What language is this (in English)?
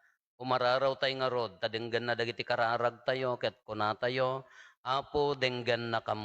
Iloko